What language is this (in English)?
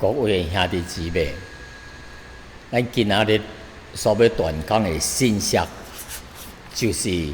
Min Nan Chinese